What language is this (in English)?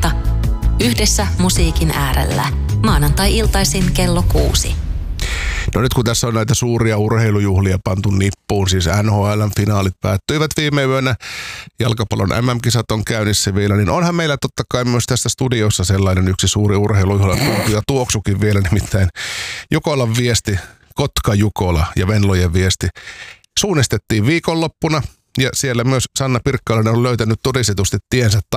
Finnish